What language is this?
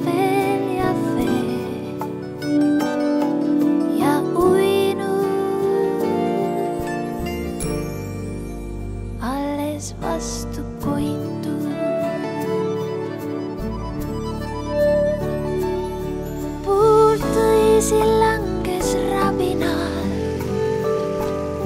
Estonian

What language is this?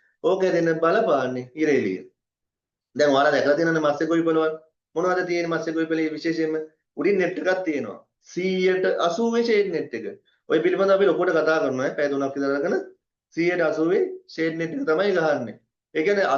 Sinhala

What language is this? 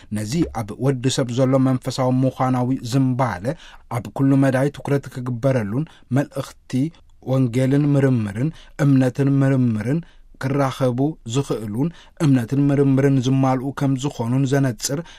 Tigrinya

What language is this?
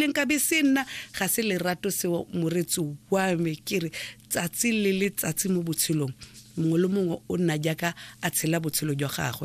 Tswana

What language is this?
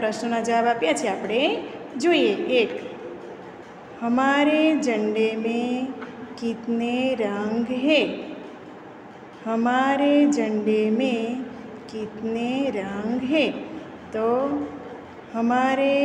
Gujarati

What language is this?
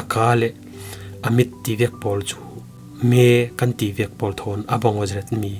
Falam Chin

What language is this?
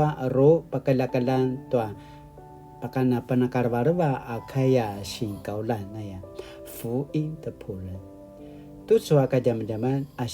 Paiwan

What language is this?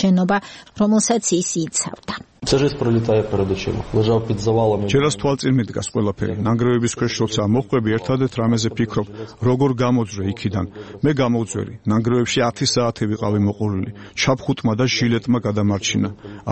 Georgian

